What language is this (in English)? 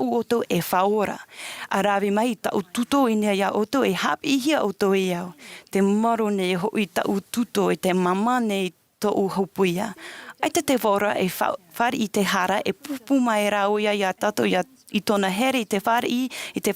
Tahitian